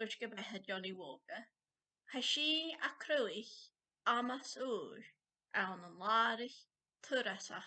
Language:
Scottish Gaelic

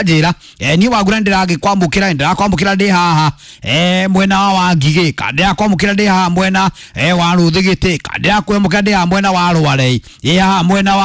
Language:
Kikuyu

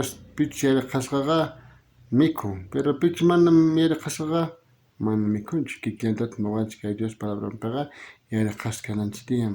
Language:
South Bolivian Quechua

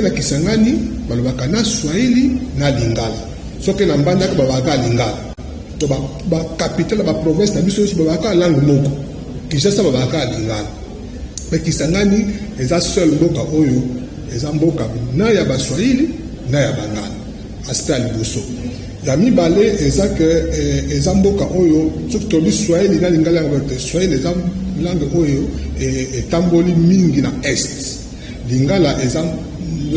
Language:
Lingala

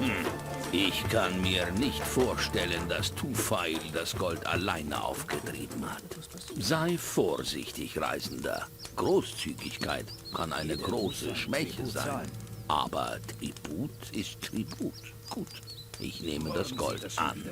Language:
Bavarian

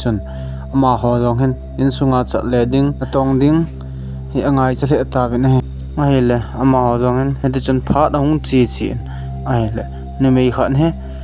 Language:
Thado Chin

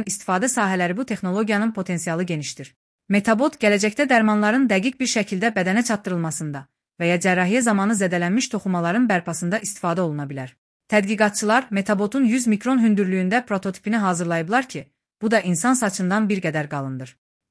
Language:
Azerbaijani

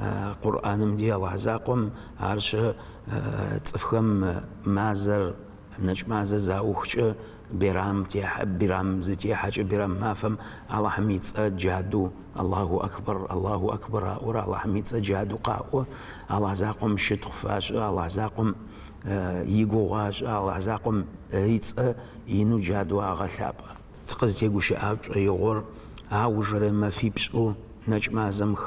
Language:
Adyghe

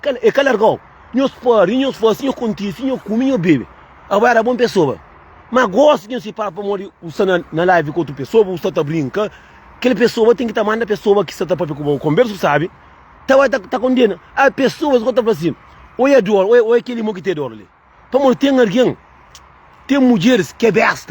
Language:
Kabuverdianu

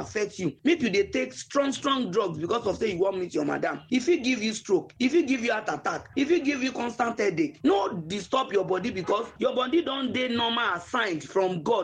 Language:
Nigerian Pidgin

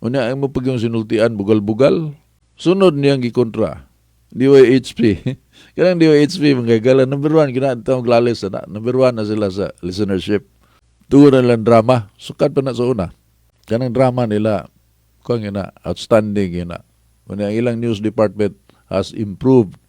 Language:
Cebuano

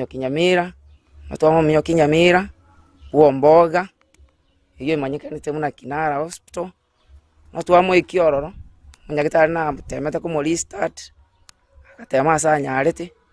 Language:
Gusii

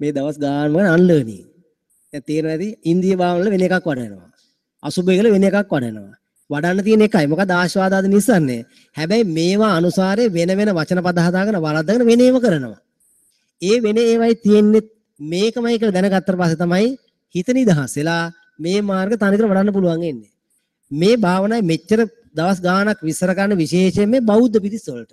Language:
Sinhala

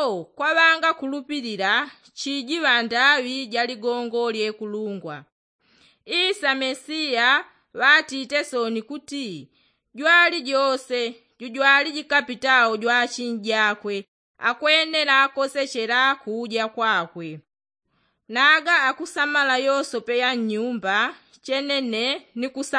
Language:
Yao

